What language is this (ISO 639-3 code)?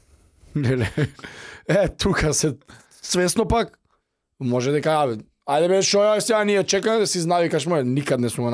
mkd